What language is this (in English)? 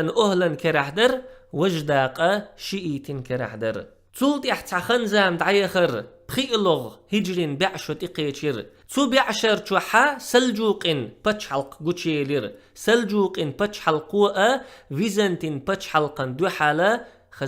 Chechen